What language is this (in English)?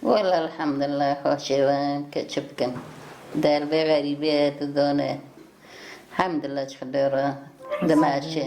Kurdish